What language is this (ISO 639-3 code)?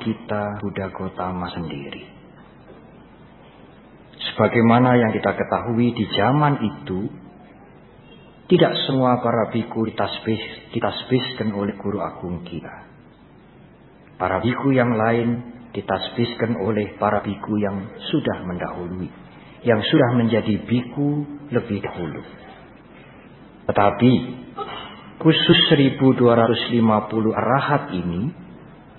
ind